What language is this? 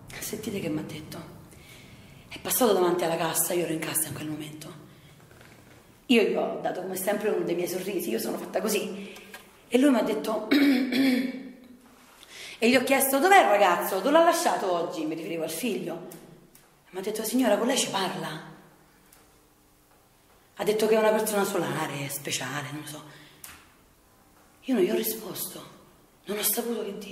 Italian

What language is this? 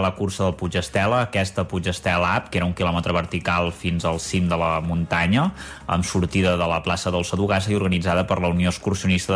Catalan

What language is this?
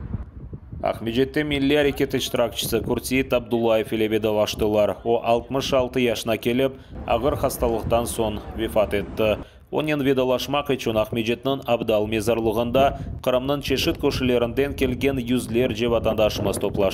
Crimean Tatar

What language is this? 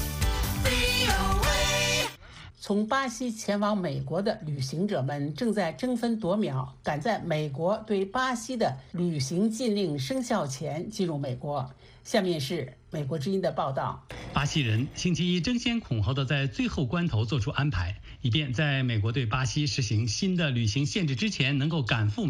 Chinese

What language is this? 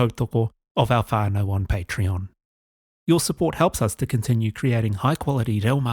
Māori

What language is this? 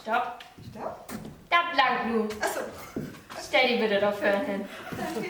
Low German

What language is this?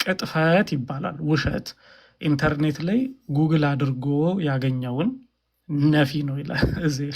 Amharic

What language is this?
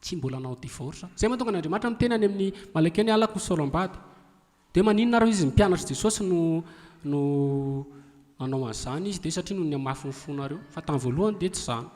Malagasy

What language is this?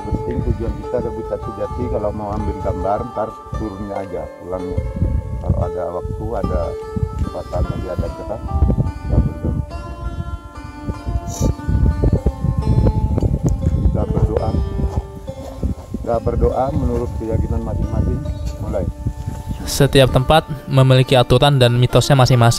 Indonesian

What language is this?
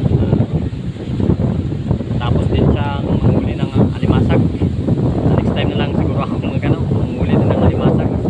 Filipino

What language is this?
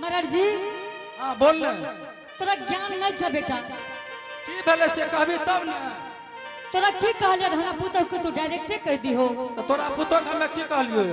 Angika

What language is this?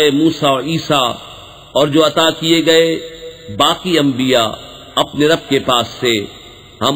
Urdu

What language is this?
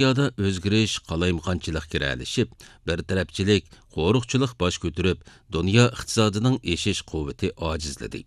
Uyghur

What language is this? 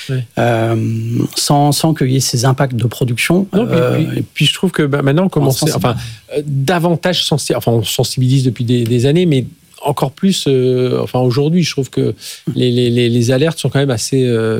French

